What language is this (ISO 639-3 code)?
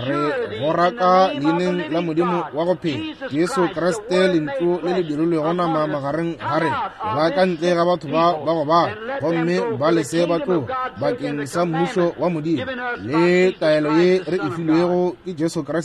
nso